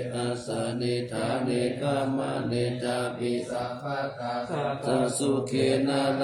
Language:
Pali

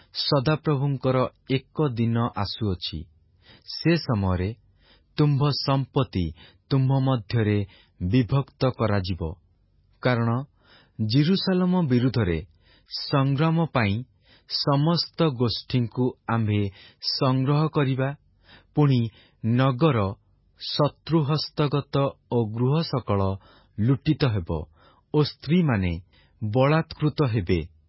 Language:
Odia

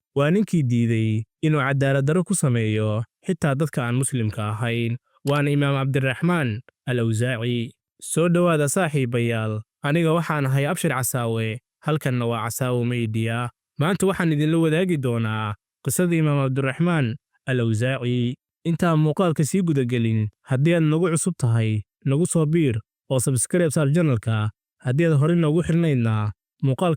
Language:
Somali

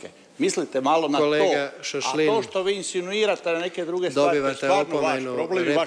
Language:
Croatian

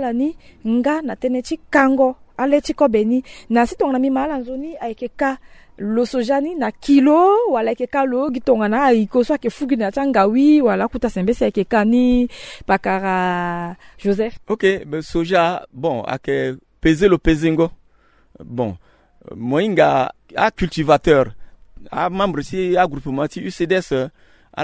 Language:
Sango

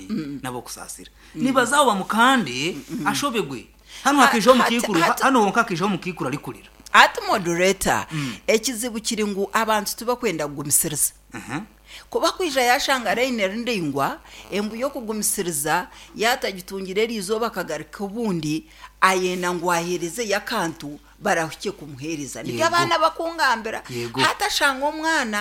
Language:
Nyankole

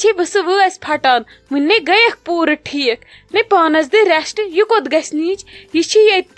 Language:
Kashmiri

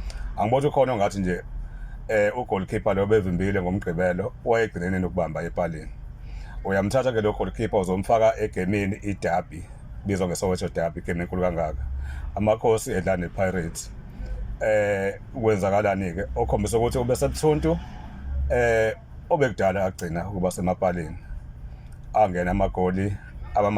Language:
Zulu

